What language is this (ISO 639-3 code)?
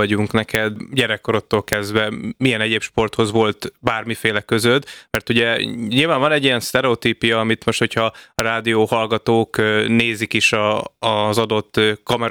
hun